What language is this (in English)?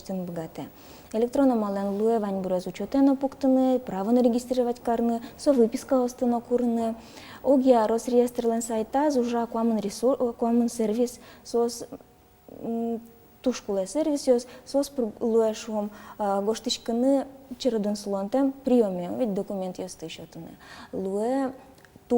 Udmurt